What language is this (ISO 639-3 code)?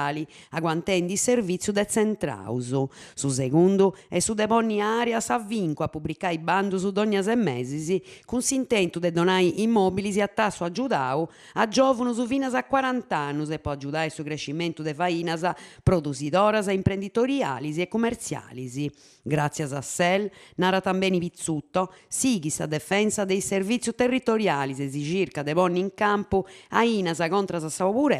srd